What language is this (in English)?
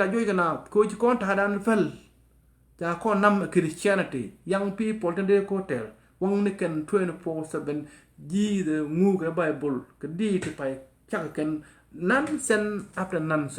Nuer